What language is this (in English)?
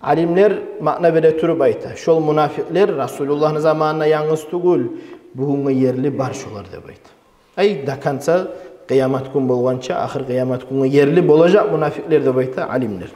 Kumyk